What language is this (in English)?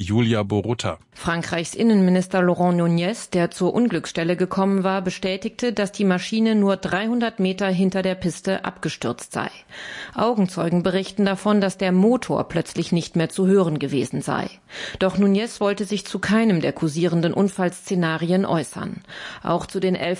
German